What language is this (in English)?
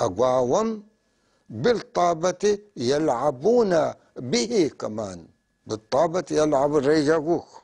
North Levantine Arabic